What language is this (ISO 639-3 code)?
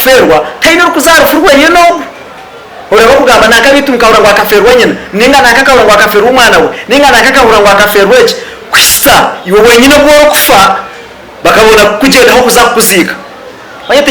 nyn